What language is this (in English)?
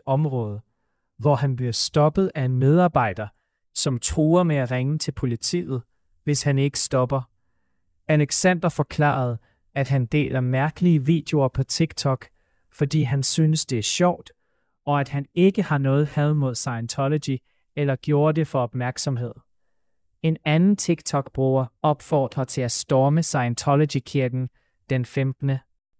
Danish